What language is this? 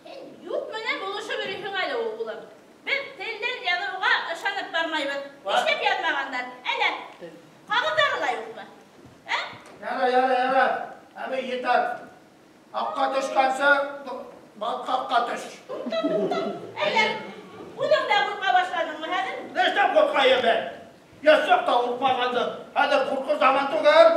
Bashkir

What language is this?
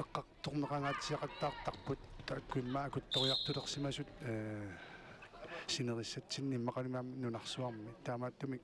Kalaallisut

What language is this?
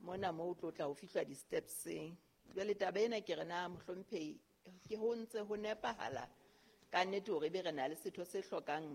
Southern Sotho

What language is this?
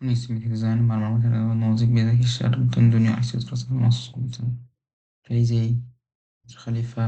Uzbek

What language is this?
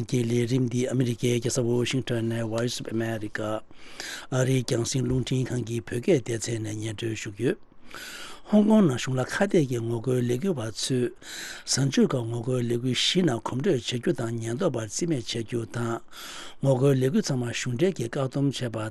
Tibetan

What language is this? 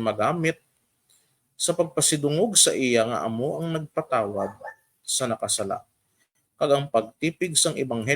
Hiligaynon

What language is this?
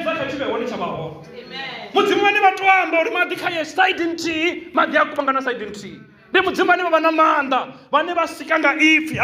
Venda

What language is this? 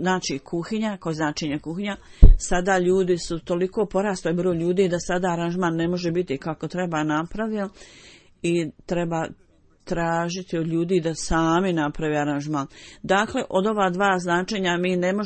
Bosnian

